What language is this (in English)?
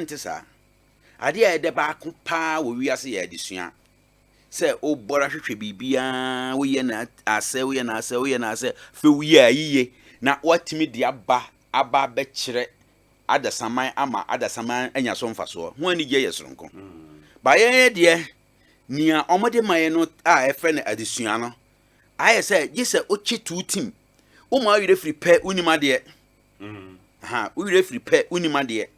Akan